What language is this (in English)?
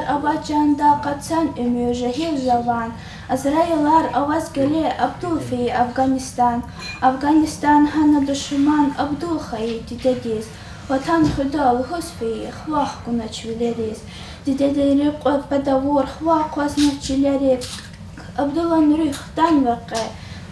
Lezghian